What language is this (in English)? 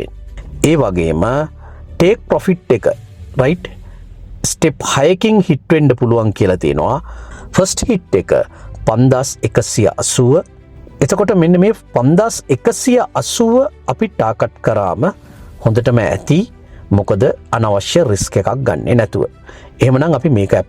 Sinhala